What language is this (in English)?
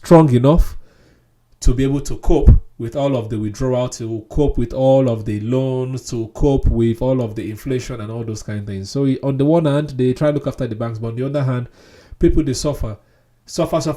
Nigerian Pidgin